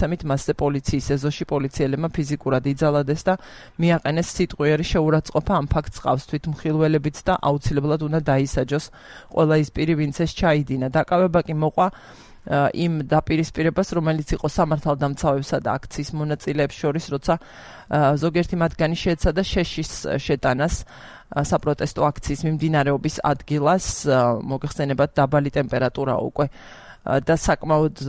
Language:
Georgian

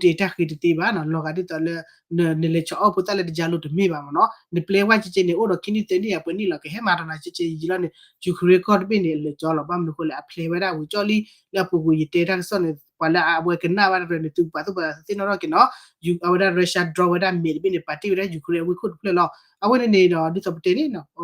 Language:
S'gaw Karen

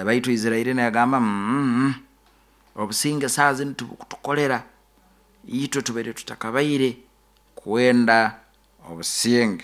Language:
Nyoro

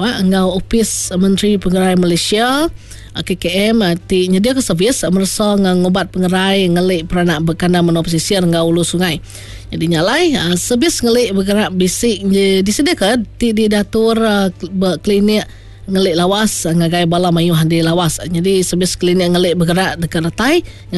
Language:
Iban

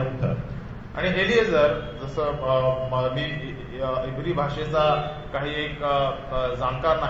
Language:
Marathi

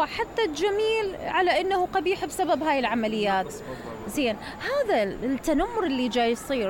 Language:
Mesopotamian Arabic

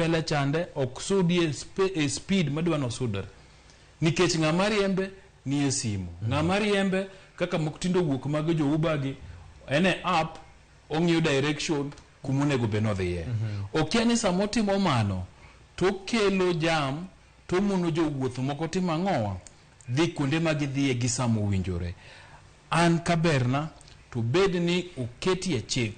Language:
Luo (Kenya and Tanzania)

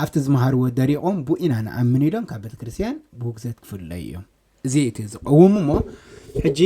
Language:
Tigrinya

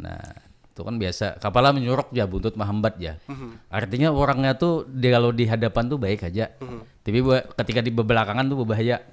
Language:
Banjar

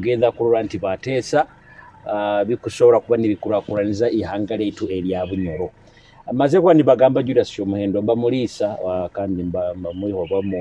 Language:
Nyoro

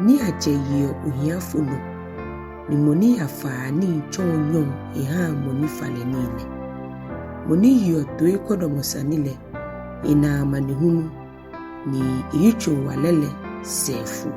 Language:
Ga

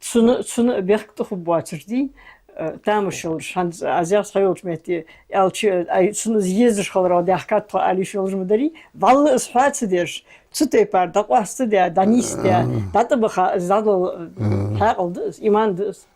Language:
Ingush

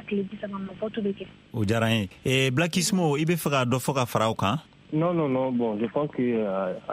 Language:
Bambara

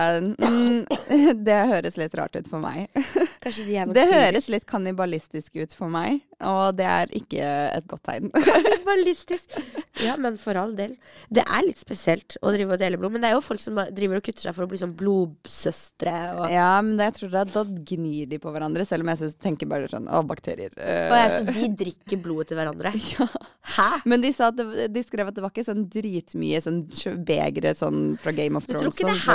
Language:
Norwegian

